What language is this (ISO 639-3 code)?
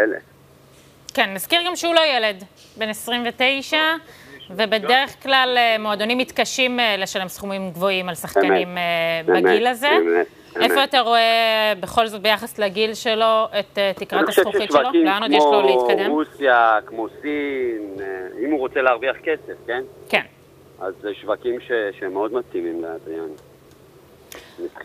heb